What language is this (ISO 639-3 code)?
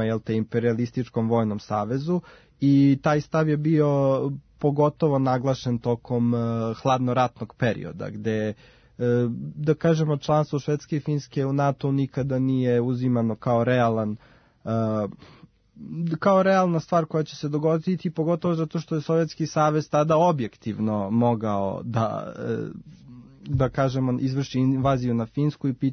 srp